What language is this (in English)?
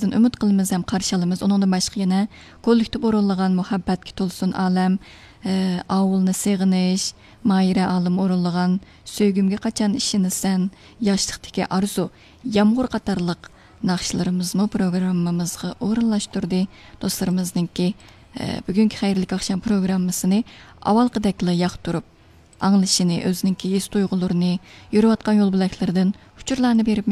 Uyghur